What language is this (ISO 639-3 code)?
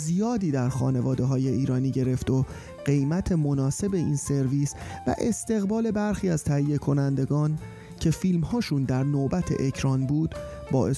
fas